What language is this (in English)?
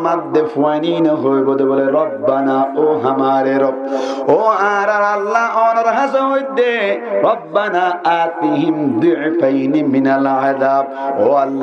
Rohingya